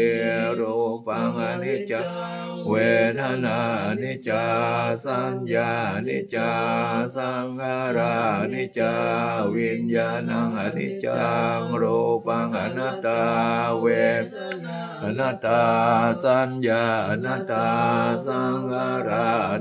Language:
Pali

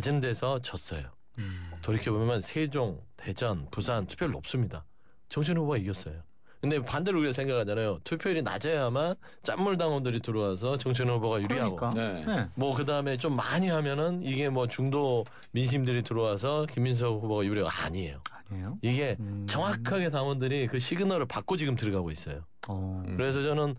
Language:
Korean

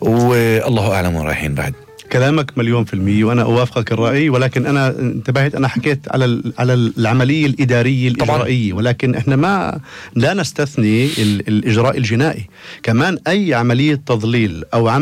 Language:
North Levantine Arabic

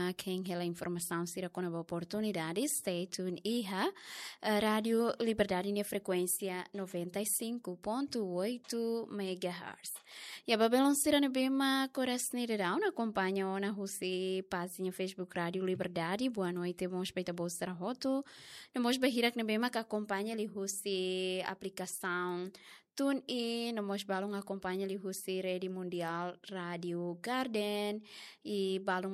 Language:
Tetum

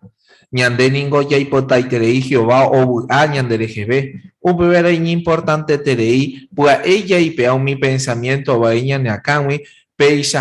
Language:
Guarani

